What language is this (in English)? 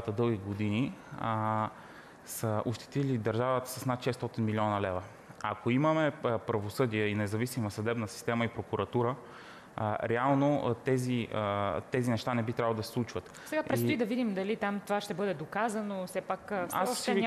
Bulgarian